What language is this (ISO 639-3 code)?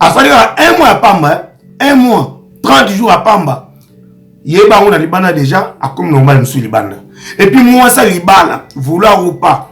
lin